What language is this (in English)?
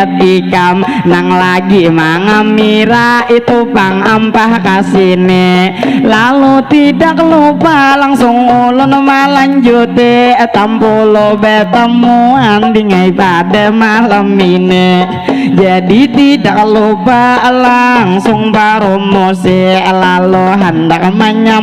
Banjar